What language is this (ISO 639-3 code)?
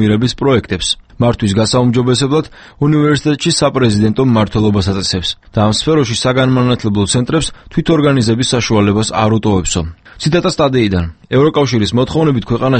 kat